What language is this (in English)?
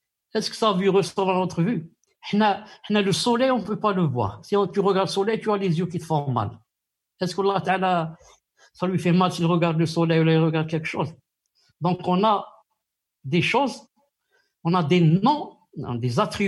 French